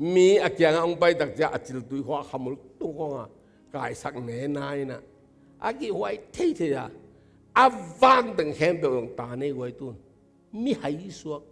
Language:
Tedim Chin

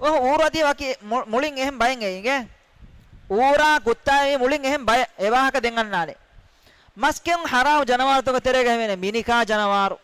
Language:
Divehi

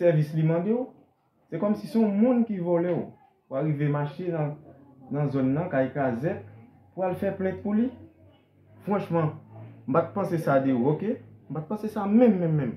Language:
Haitian Creole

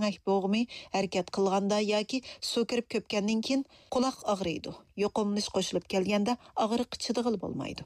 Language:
Uyghur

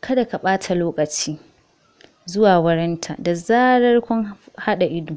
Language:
Hausa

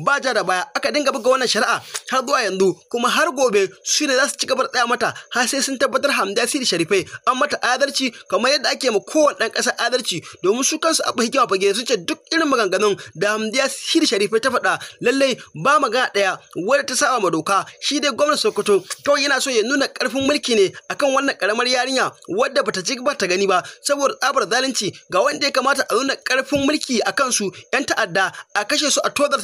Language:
Hausa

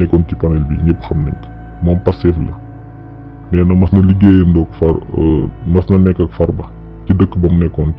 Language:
Wolof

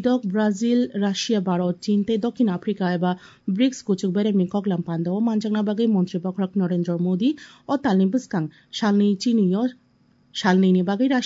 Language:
Kok Borok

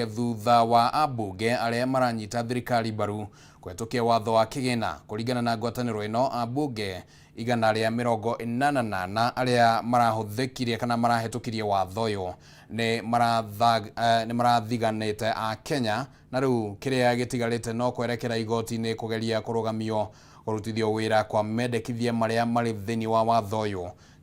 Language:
Kikuyu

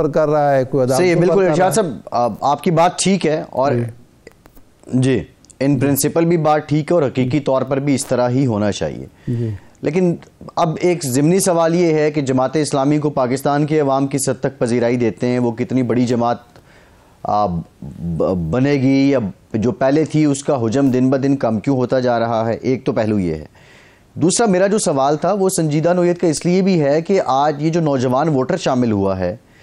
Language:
Urdu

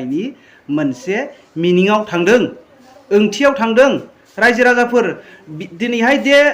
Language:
Bodo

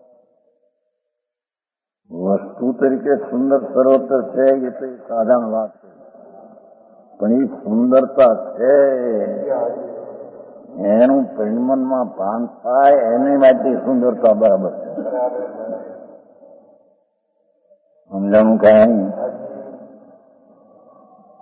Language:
Gujarati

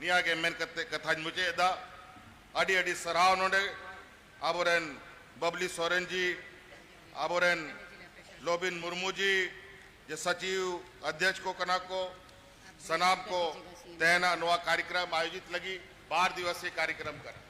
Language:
Santali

